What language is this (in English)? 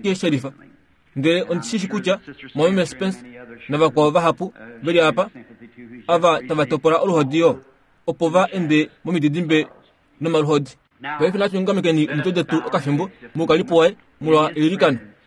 Kuanyama